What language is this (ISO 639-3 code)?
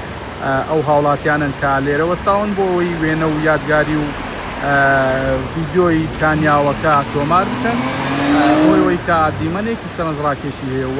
ckb